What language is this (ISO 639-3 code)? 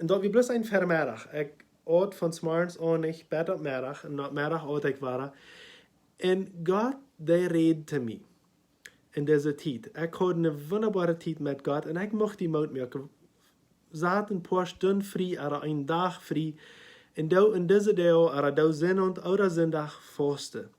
pdt